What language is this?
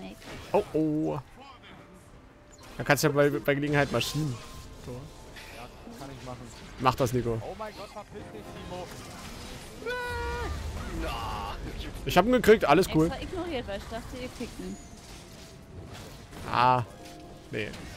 German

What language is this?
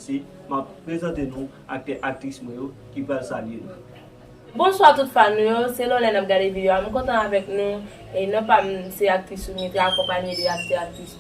Haitian Creole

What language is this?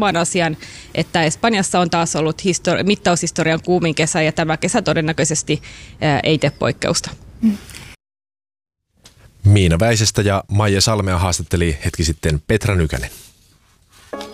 Finnish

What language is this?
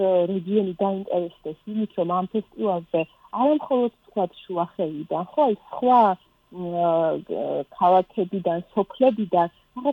Georgian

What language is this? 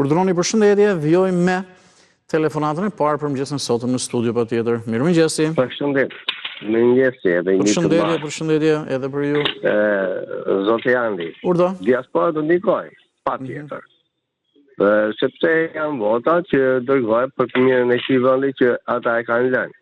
Albanian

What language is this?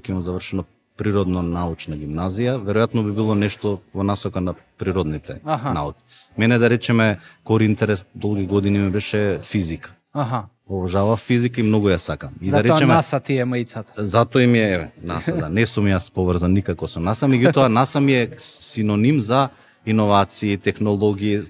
Macedonian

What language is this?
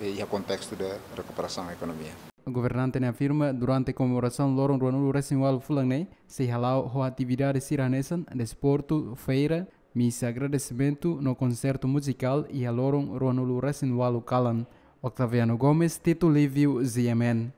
Tetum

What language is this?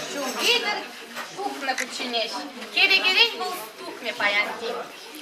Chuvash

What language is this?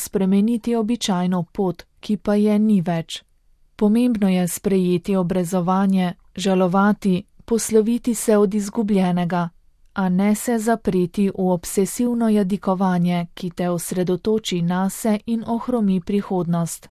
Slovenian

